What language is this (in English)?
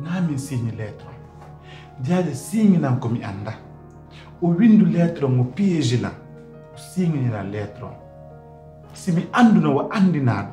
Pular